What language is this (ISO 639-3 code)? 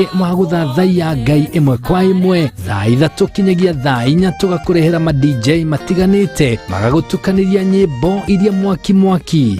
kik